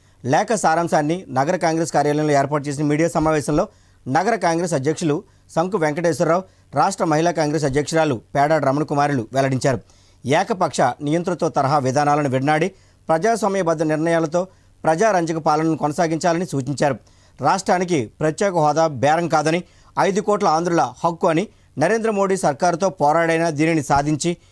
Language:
Telugu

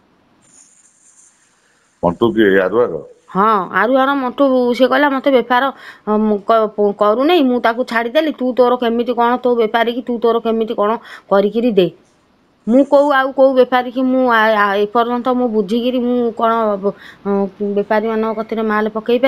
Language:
Odia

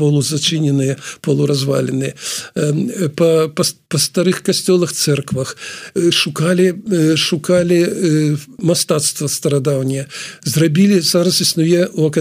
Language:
Belarusian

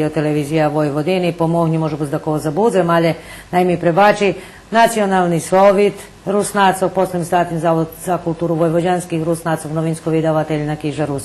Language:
Rusyn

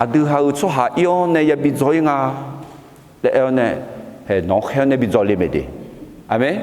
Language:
Akha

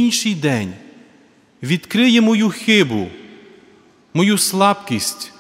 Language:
Ukrainian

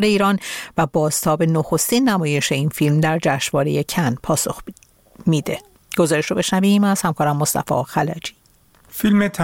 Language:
Persian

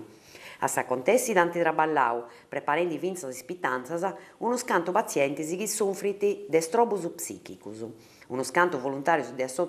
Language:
Sardinian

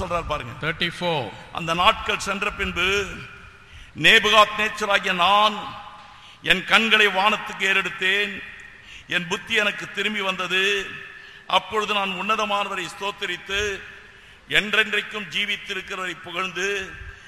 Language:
Tamil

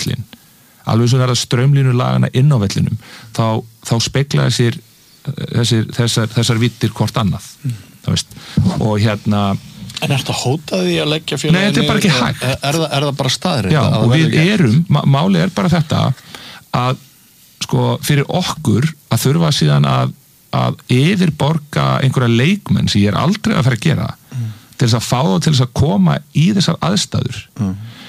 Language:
Icelandic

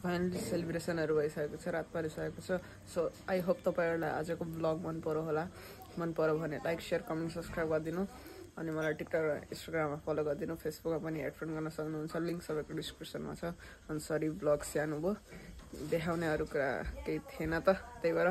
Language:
Nepali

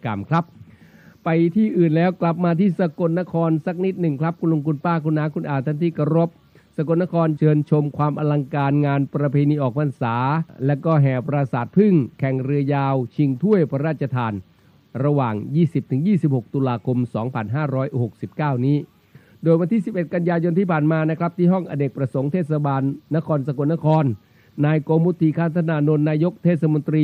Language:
Thai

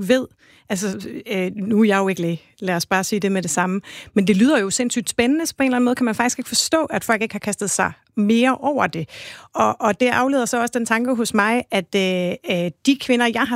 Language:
Danish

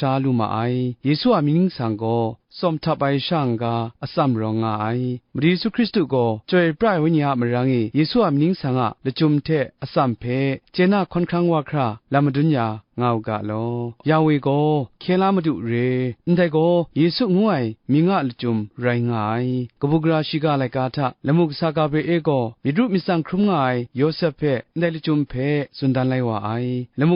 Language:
Kachin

